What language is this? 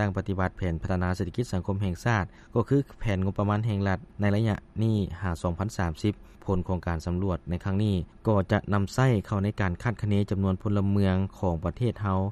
Lao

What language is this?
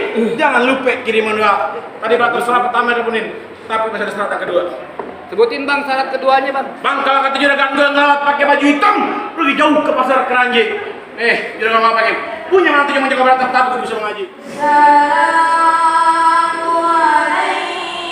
Betawi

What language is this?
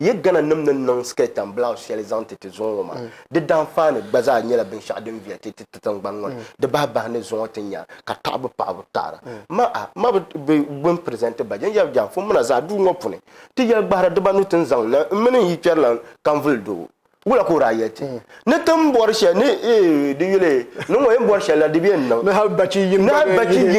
Dagbani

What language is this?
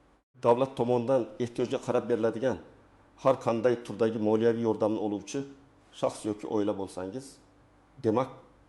Uzbek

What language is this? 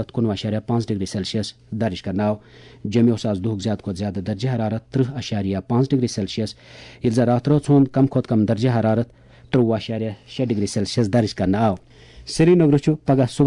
Kashmiri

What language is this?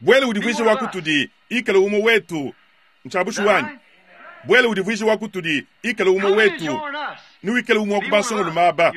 Luba-Lulua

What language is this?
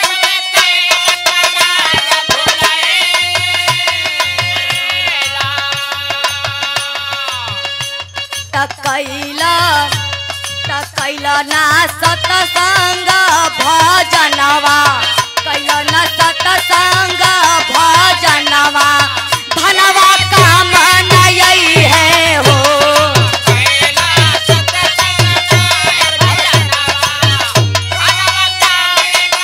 Bhojpuri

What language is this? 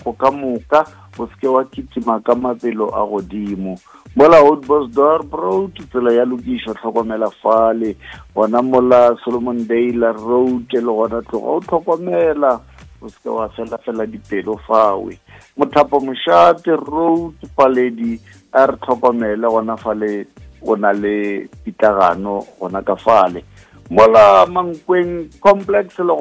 Northern Sotho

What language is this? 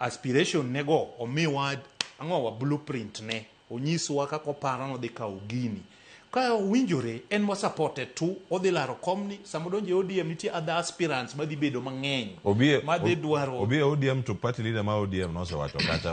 Luo (Kenya and Tanzania)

